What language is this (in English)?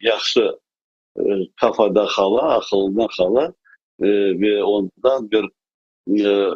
Crimean Tatar